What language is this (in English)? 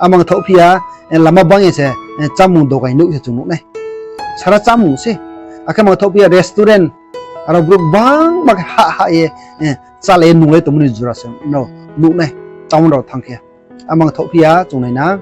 Riang (India)